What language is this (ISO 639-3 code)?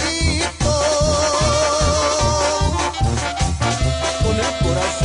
spa